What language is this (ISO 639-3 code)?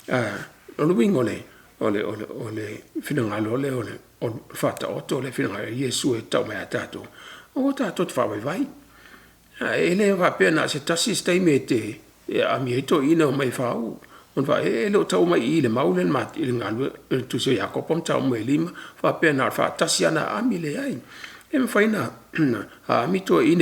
smo